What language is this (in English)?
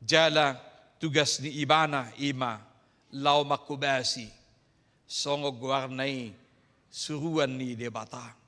Batak Toba